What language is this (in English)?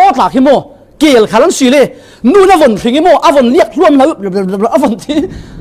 Falam Chin